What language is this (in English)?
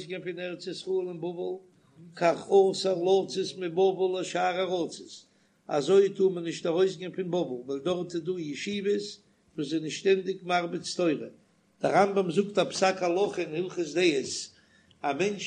Yiddish